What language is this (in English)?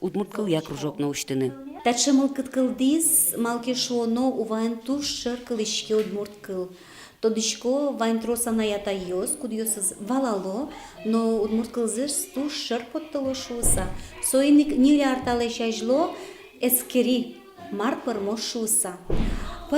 Udmurt